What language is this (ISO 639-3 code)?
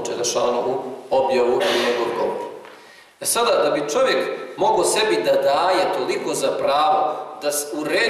bos